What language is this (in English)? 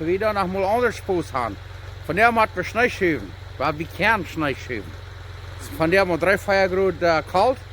Plautdietsch